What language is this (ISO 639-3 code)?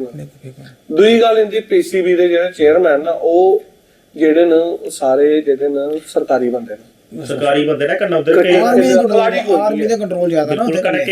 doi